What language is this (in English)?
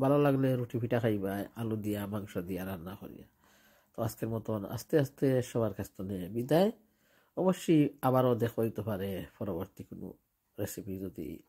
Sylheti